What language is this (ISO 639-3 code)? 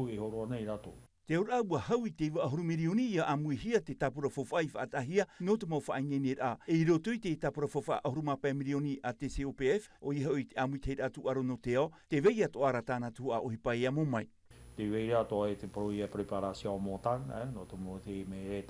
tah